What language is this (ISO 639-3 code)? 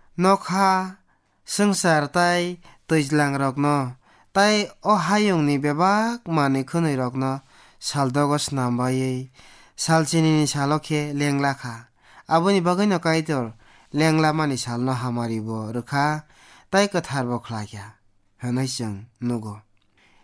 trp